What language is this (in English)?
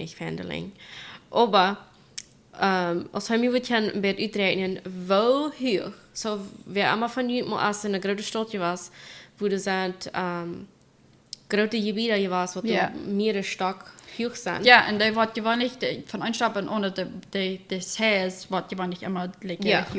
Plautdietsch